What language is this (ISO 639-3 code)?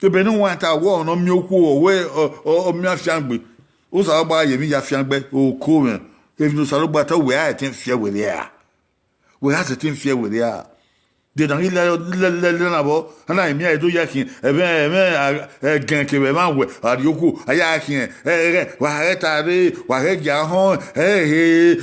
bin